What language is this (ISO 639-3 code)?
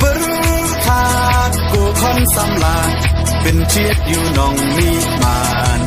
kha